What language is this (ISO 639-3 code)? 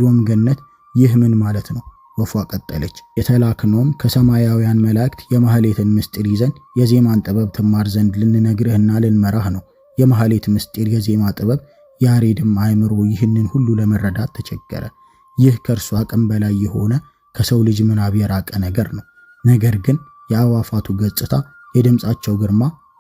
amh